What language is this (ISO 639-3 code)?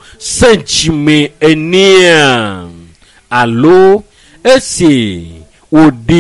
ewe